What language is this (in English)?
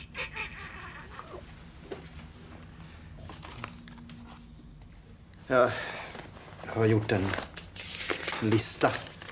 Swedish